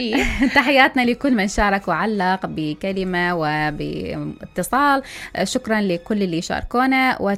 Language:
Mesopotamian Arabic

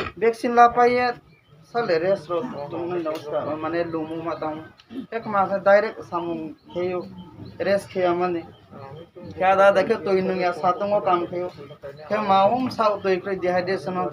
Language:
Riang (India)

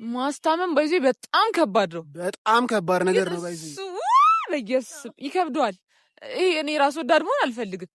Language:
Amharic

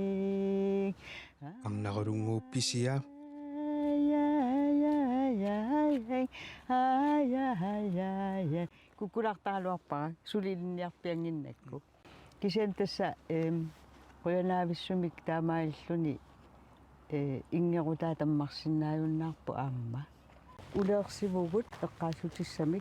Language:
Kalaallisut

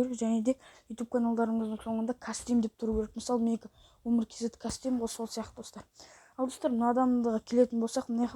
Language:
Kazakh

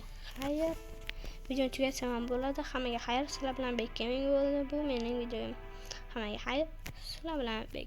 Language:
Uzbek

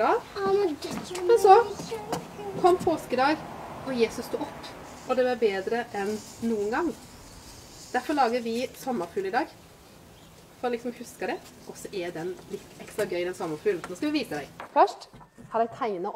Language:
Norwegian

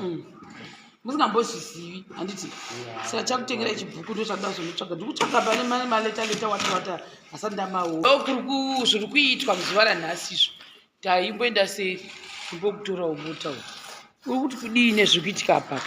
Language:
Shona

